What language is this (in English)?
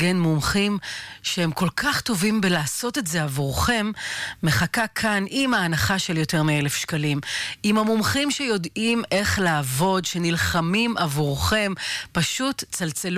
Hebrew